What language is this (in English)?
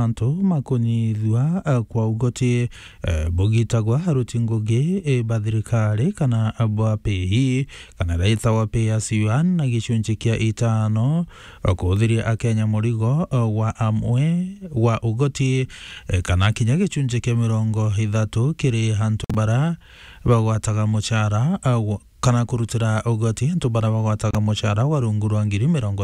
Meru